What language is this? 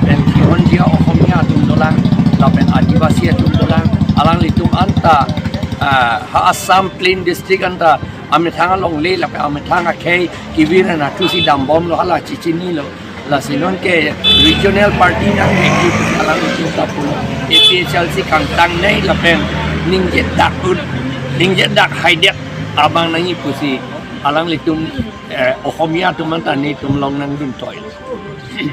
Karbi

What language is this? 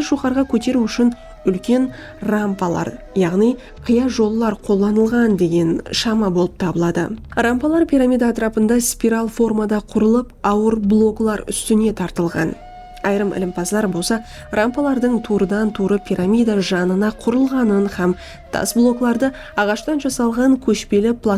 Kara-Kalpak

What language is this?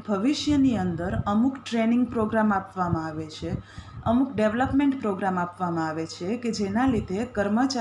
Gujarati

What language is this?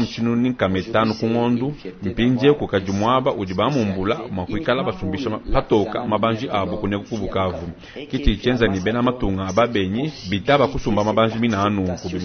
Luba-Lulua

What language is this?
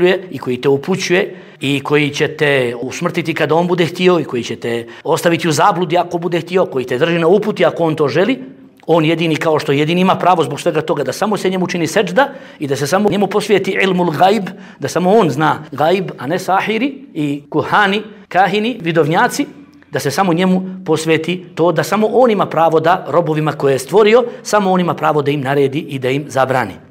Bosnian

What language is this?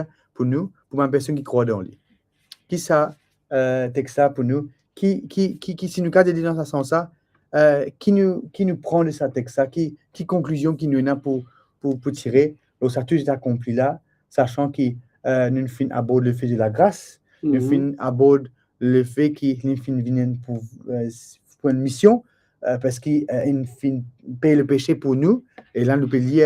Morisyen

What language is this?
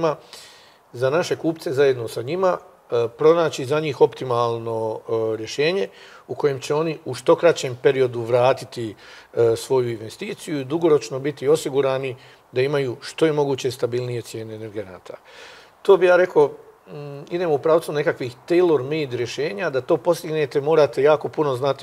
Croatian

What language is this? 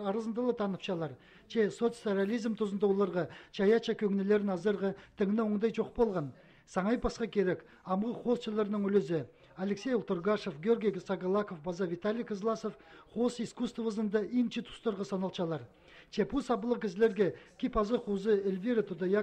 Khakas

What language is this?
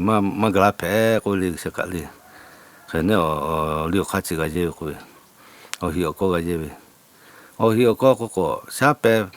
Lahu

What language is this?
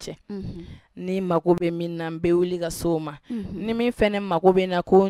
Bambara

